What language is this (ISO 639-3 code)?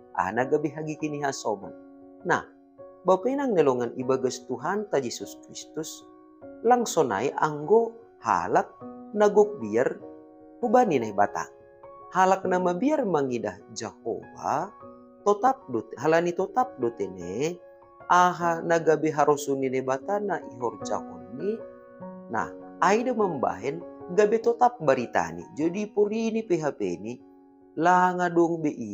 bts